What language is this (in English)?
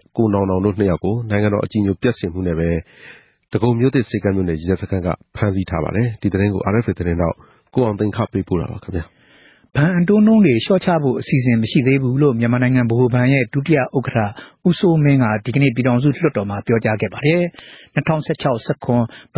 Burmese